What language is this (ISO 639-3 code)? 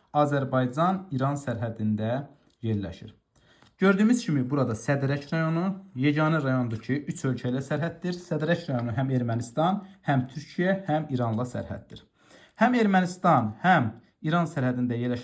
aze